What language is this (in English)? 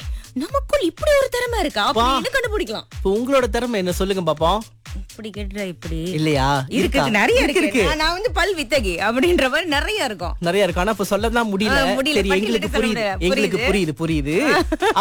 Tamil